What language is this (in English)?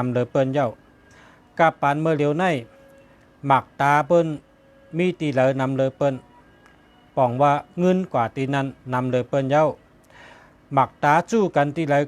Shan